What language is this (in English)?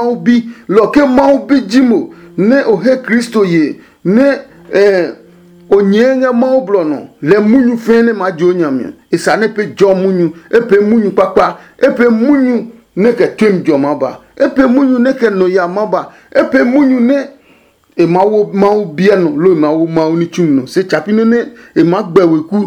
Adangme